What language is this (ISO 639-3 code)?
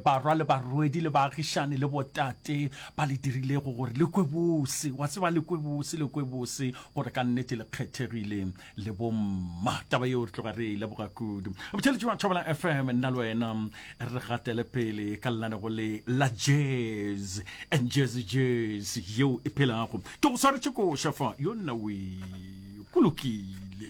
nso